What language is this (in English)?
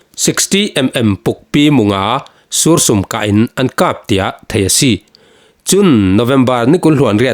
Falam Chin